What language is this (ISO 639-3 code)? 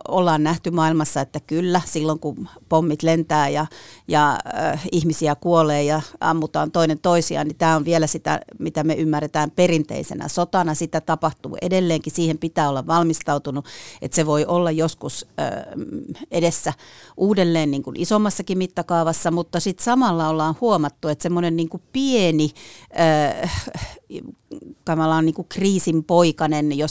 fin